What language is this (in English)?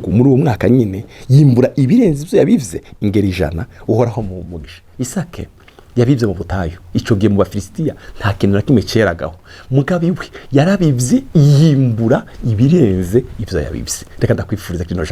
Rundi